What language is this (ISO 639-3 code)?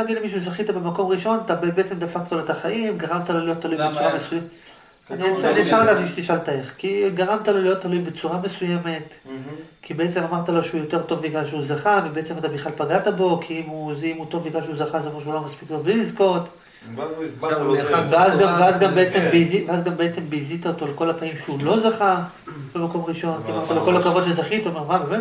heb